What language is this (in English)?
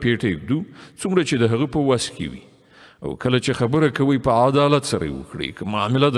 Pashto